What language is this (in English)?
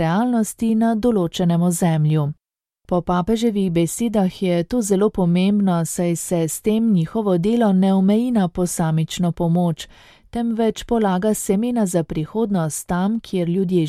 Slovenian